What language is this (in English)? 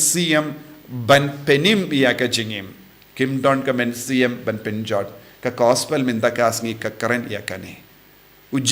Khasi